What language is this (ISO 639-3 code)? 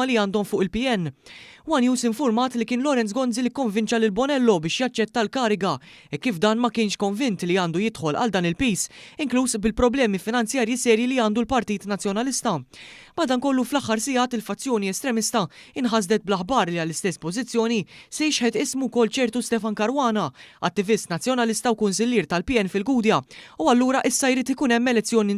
mlt